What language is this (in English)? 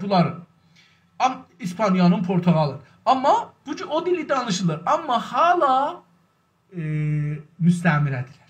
South Azerbaijani